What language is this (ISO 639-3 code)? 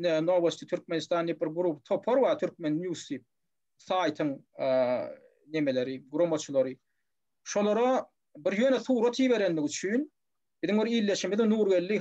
tuk